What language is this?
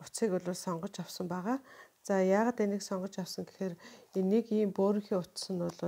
Mongolian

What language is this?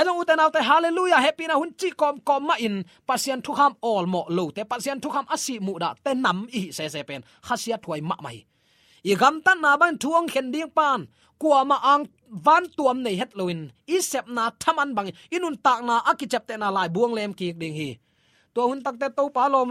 Tedim Chin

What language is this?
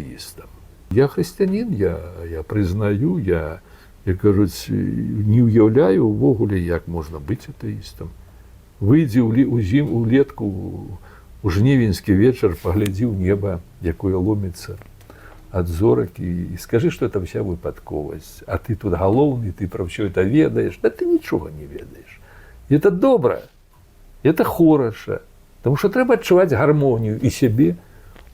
Belarusian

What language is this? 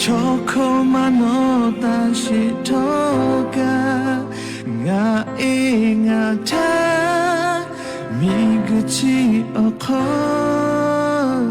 Lahu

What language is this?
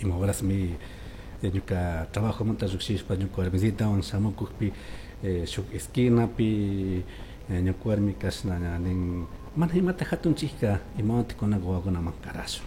Chimborazo Highland Quichua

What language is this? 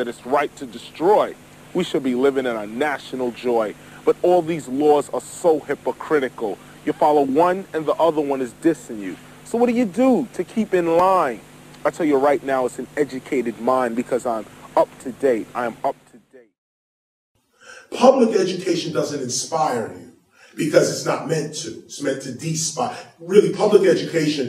English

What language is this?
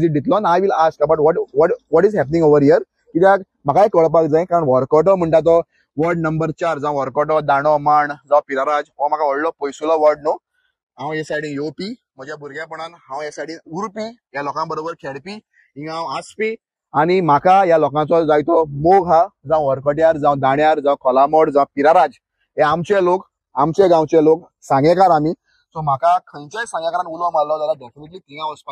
Konkani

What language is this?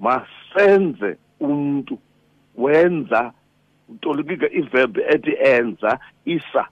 Xhosa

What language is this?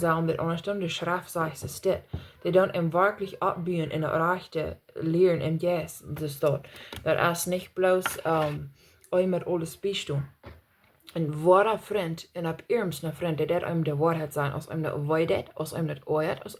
Plautdietsch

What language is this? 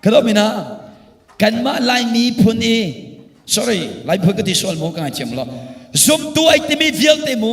Hakha Chin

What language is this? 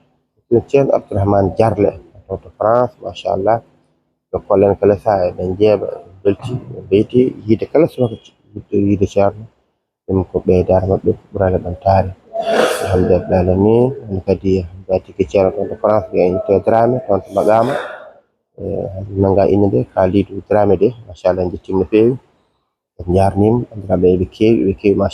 Fula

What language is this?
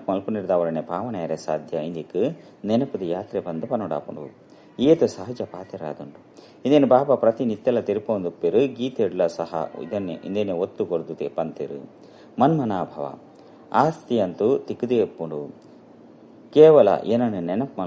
Tulu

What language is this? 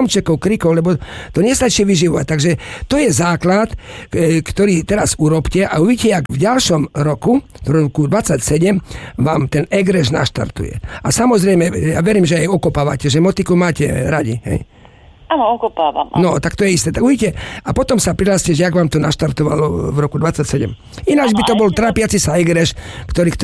Slovak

